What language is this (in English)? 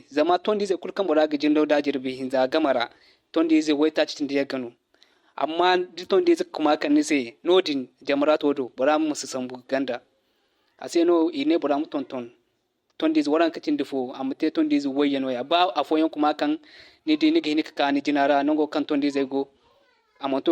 Zarma